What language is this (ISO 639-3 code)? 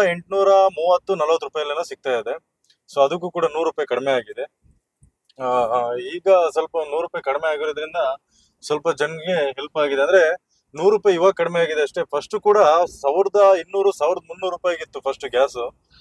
kan